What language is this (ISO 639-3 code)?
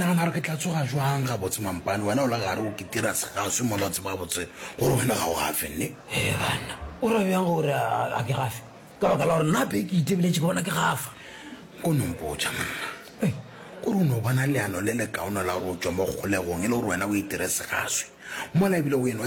nso